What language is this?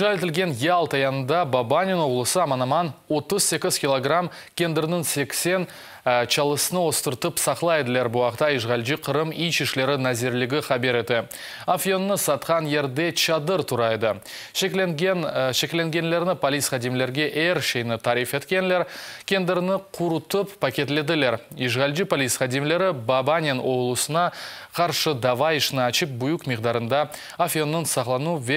Crimean Tatar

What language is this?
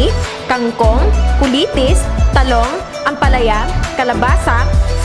Hiligaynon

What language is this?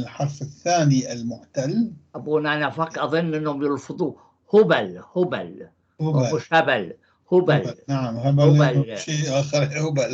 North Levantine Arabic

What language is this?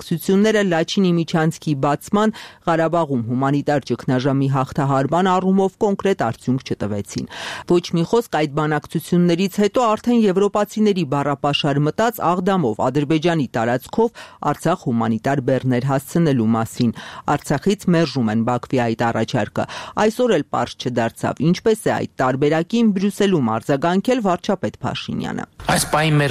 Armenian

